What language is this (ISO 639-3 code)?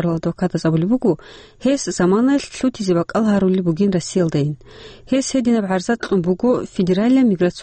ava